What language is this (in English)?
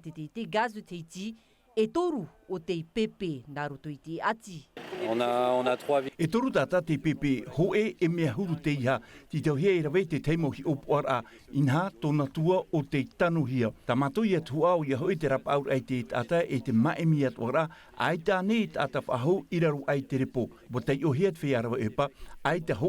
Tahitian